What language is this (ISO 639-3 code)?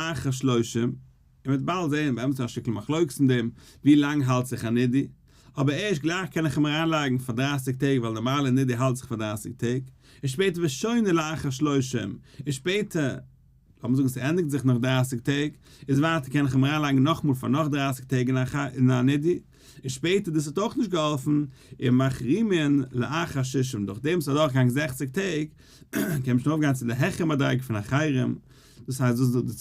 yid